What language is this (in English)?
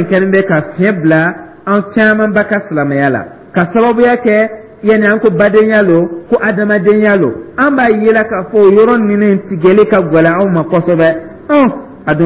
Dyula